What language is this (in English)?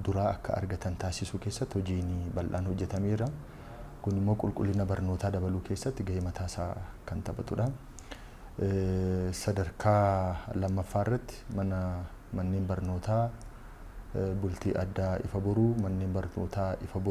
Oromo